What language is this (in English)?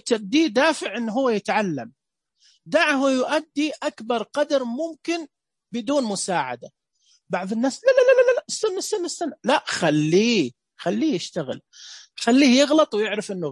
Najdi Arabic